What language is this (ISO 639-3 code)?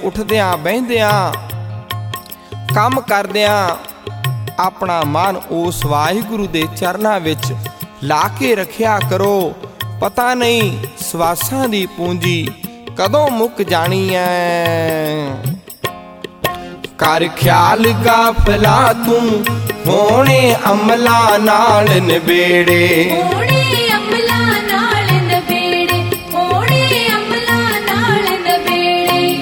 pan